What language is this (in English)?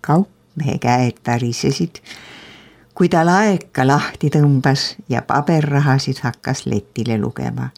Estonian